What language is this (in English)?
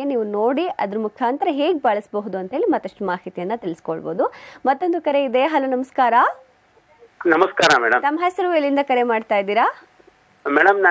Kannada